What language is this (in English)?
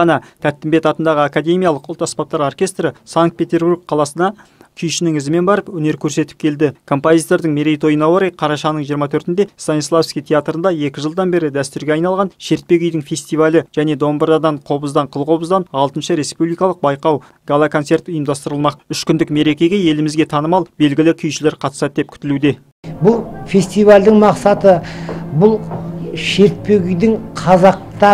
Kazakh